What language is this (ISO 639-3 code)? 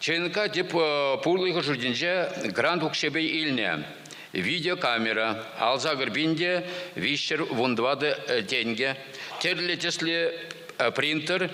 chv